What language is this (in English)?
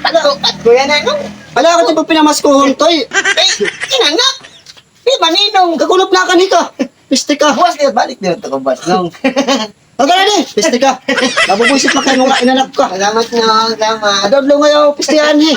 Waray